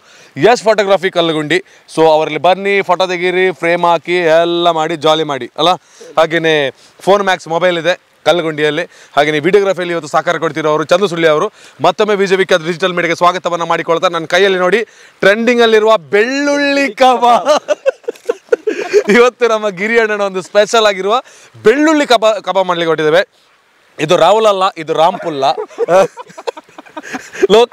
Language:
Kannada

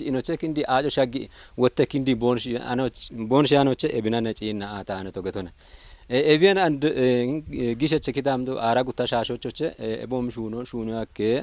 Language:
Kafa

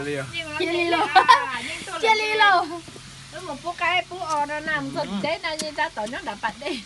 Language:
Hmong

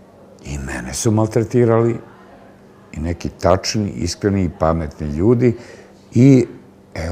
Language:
Serbian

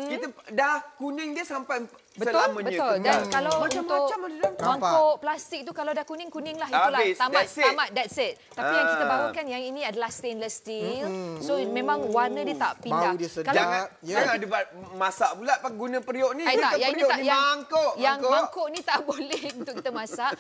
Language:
Malay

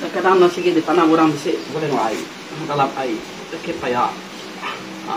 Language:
Iban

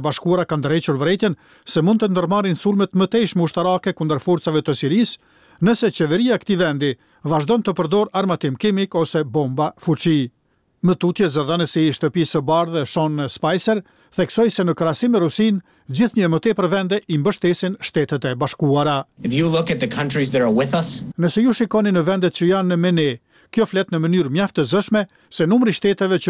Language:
Albanian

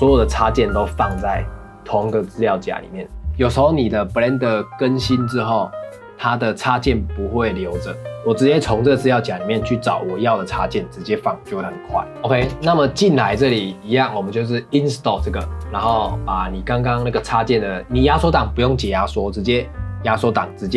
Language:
Chinese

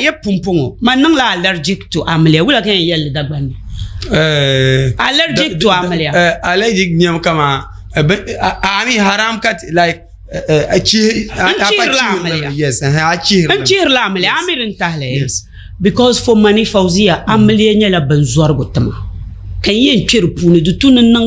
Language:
Dagbani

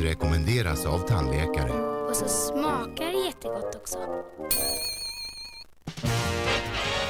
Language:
Swedish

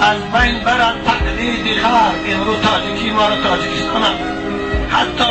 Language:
Tajik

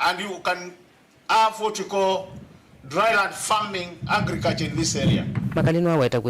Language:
Kamba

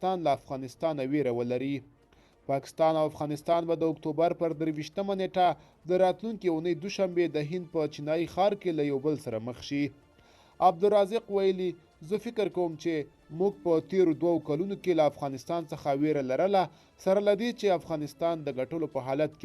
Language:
Pashto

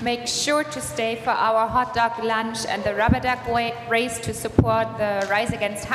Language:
English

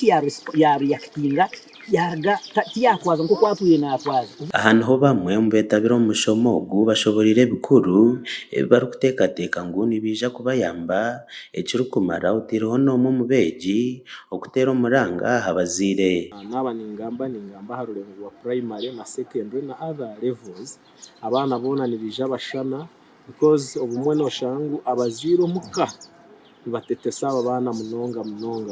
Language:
Nyankole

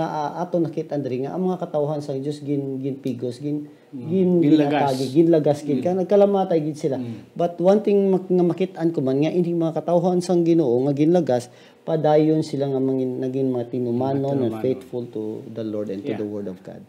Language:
Hiligaynon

